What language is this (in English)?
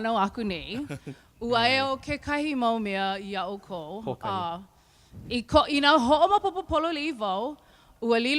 Hawaiian